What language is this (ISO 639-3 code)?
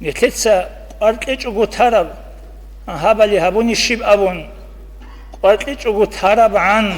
ava